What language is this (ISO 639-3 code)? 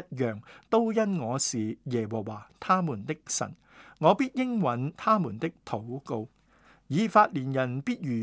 yue